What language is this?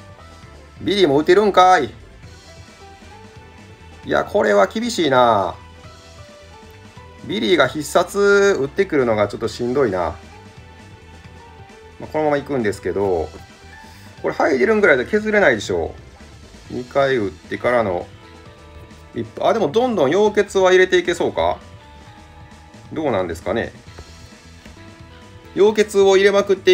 Japanese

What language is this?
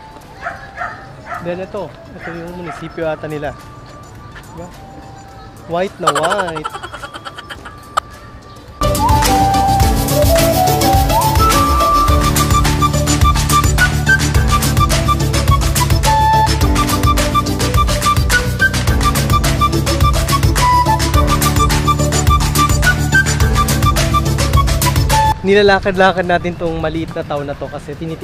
Filipino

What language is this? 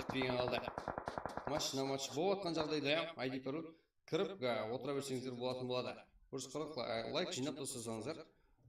Kara-Kalpak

